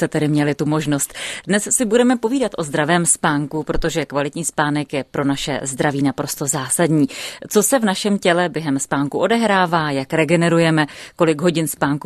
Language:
Czech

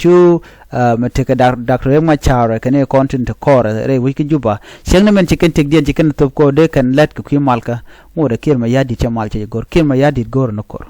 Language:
Nuer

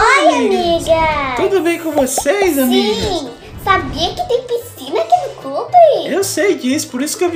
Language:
Portuguese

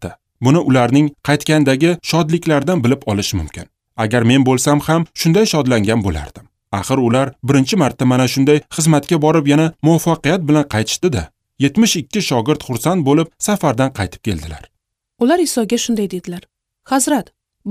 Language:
Uzbek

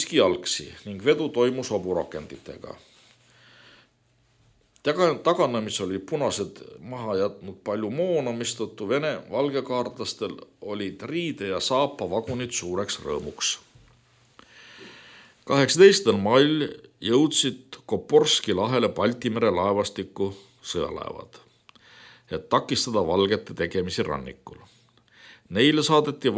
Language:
Estonian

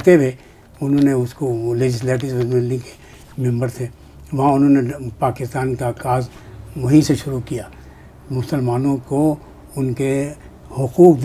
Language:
Urdu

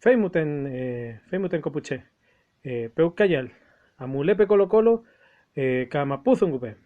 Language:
Mapuche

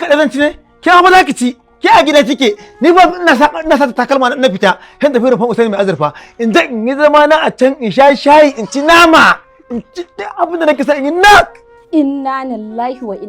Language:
Hausa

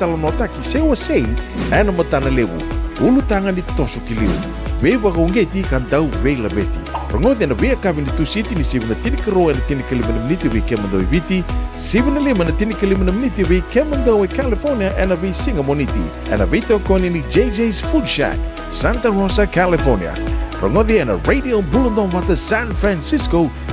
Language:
Fijian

